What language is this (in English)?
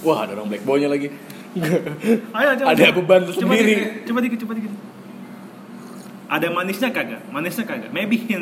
Indonesian